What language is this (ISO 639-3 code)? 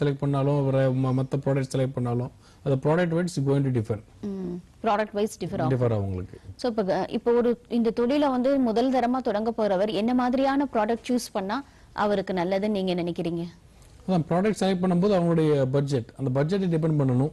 tam